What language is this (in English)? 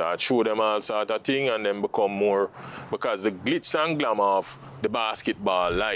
Jamaican Creole English